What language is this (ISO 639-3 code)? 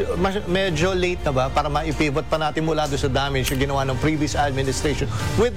fil